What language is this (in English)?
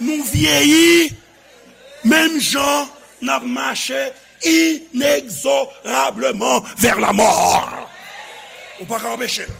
Haitian Creole